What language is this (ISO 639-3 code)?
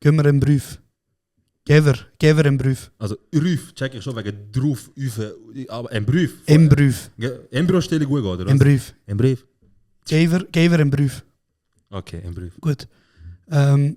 gsw